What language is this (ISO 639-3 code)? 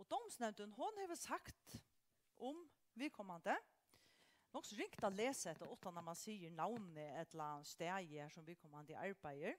fao